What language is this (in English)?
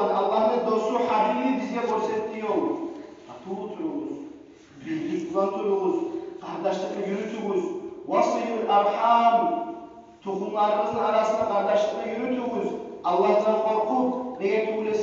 Kumyk